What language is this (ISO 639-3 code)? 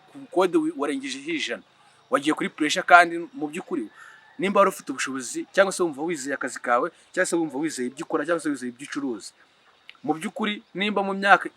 kin